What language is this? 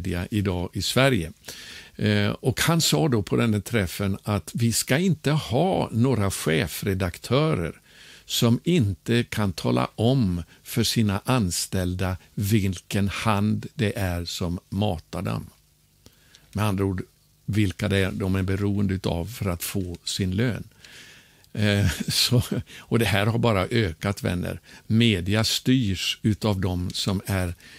Swedish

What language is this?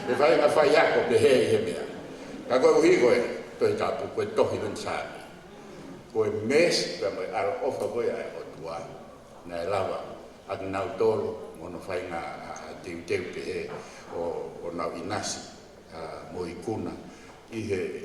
Tongan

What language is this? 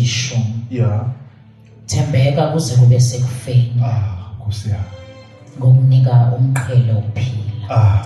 Zulu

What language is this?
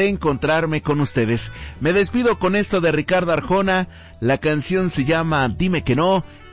Spanish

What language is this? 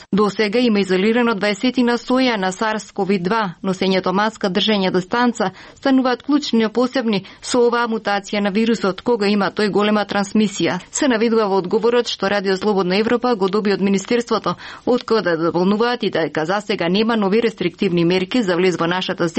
Macedonian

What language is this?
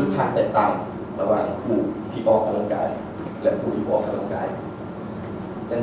Lao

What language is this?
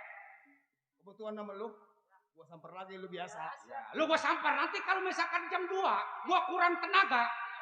Betawi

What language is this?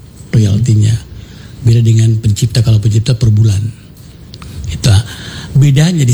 Indonesian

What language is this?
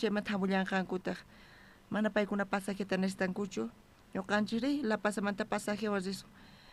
South Bolivian Quechua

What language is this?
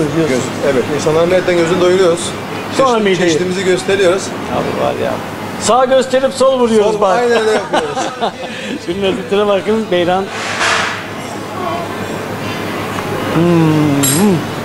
Turkish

